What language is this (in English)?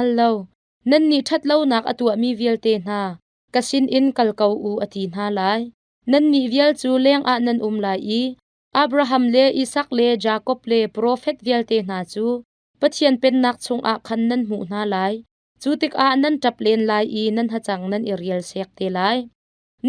Hakha Chin